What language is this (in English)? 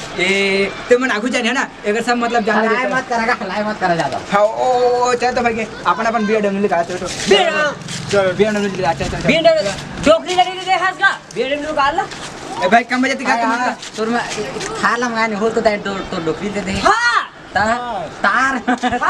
Chhattisgarhi